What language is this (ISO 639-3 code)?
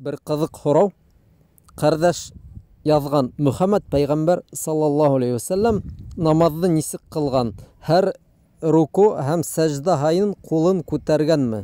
bak